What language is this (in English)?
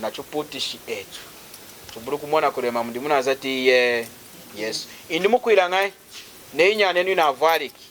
Lunda